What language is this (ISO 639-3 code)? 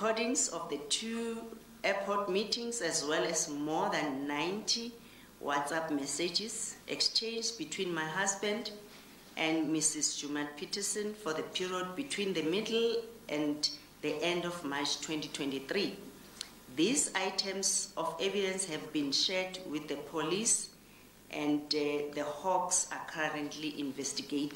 eng